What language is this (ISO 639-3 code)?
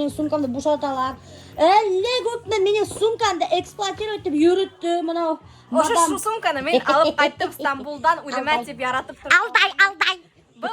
bak